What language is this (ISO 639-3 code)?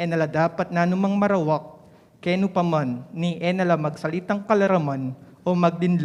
pam